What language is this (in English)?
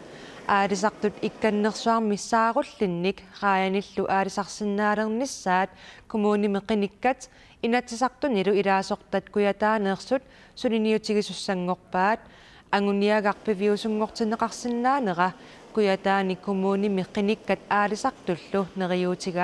Kalaallisut